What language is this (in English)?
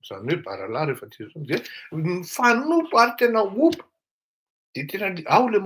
Malagasy